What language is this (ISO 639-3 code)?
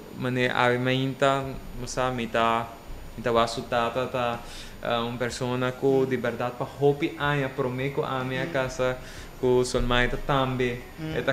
pap